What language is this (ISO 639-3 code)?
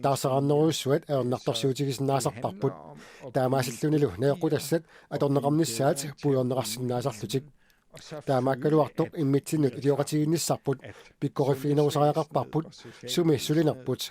kal